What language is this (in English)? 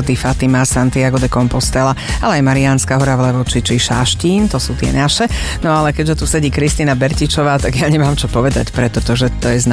Slovak